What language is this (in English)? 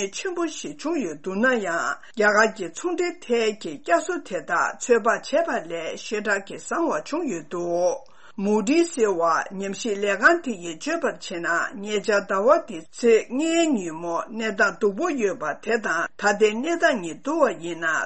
Tibetan